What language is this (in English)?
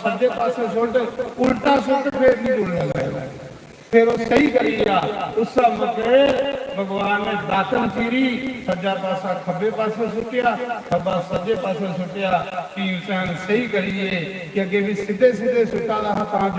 Dogri